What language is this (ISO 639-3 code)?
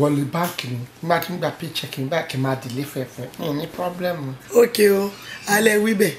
yor